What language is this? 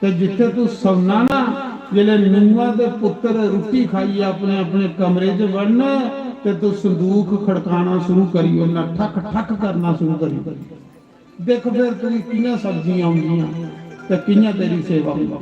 Dogri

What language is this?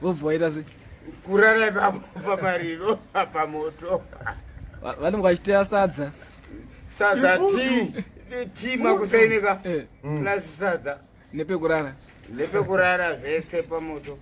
Shona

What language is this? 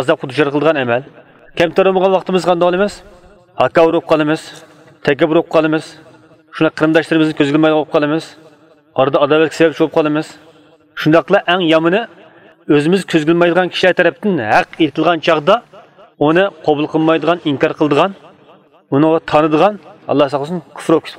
Uyghur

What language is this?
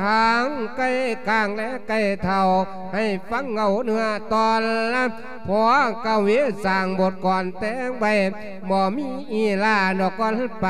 Lao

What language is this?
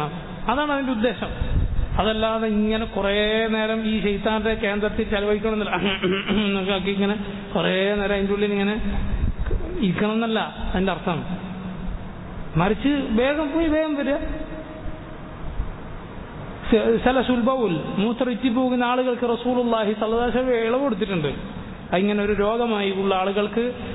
Malayalam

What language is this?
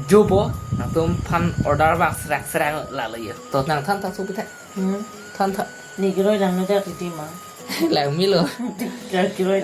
Karbi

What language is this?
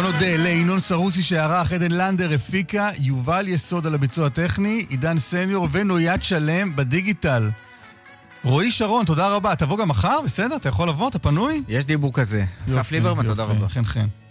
Hebrew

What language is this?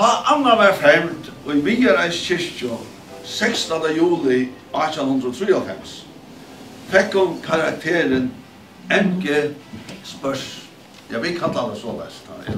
Faroese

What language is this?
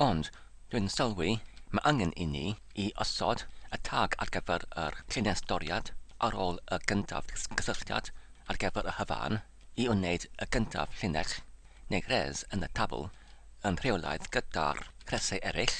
Welsh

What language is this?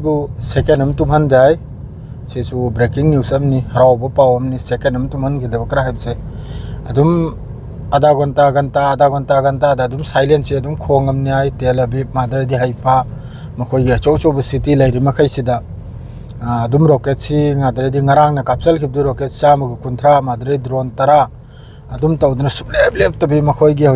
Manipuri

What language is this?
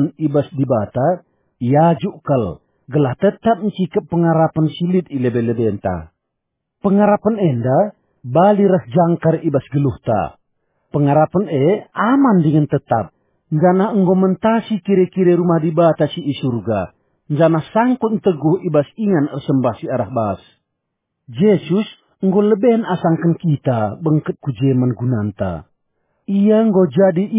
Batak Karo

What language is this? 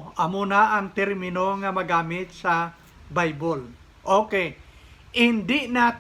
Hiligaynon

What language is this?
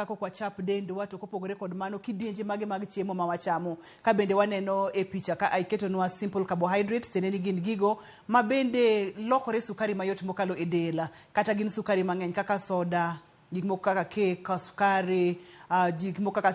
Luo (Kenya and Tanzania)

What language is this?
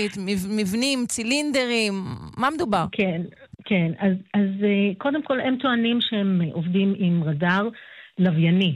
Hebrew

